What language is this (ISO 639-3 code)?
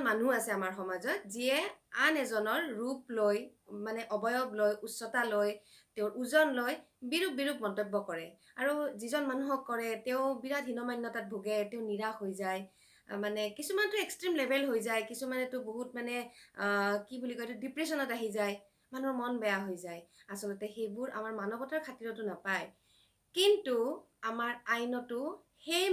asm